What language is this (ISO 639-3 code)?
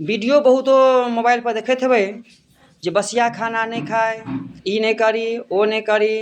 mai